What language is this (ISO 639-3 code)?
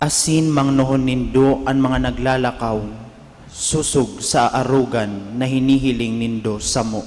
bik